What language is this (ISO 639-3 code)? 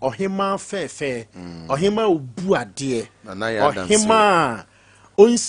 aka